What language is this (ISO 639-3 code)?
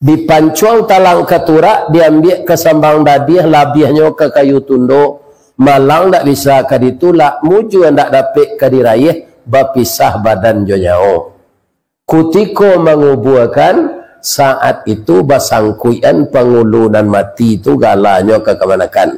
min